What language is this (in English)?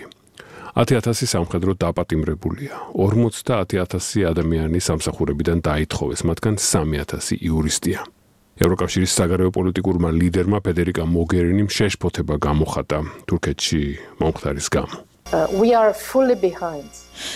Georgian